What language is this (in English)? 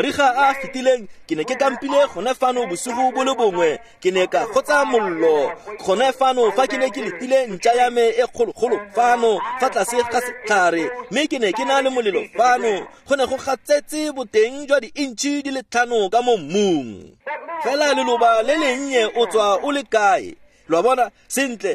Tswana